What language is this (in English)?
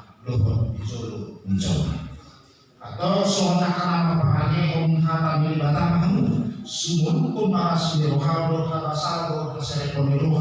Batak Toba